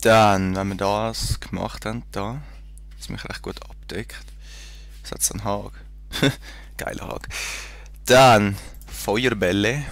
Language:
Swiss German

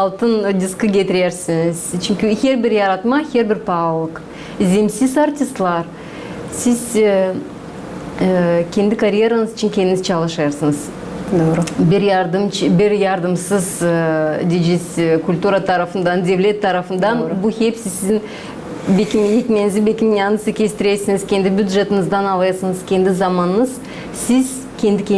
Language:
Gagauz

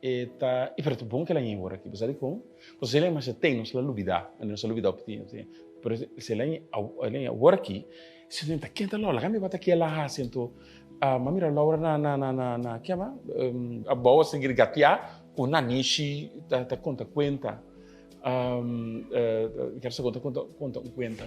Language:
Papiamento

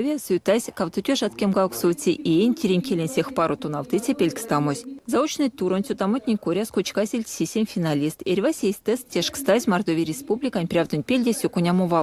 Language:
Erzya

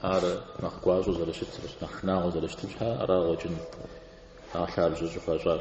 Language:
Kabardian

